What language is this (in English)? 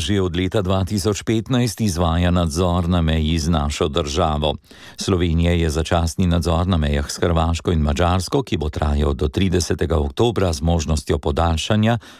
Slovenian